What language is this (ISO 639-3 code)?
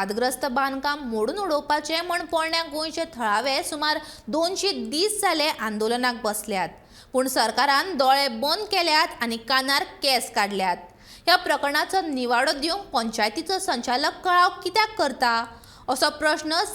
kok